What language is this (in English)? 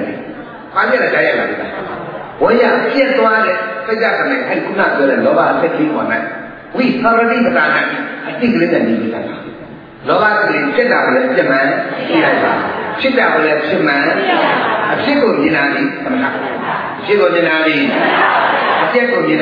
Burmese